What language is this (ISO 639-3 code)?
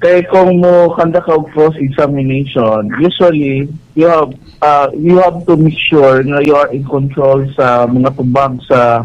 ceb